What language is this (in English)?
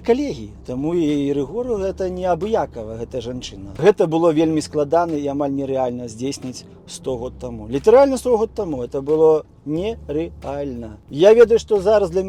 Belarusian